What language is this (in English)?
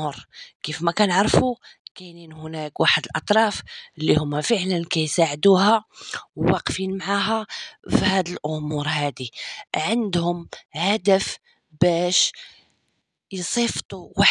Moroccan Arabic